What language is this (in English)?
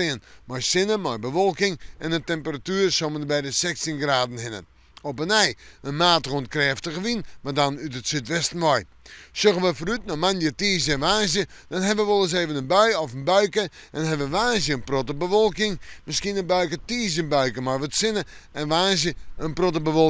Western Frisian